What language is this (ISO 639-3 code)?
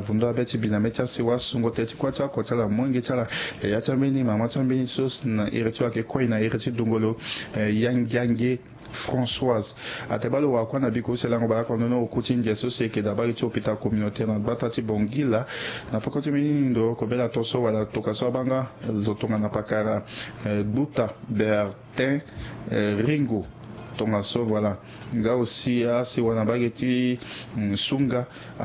sag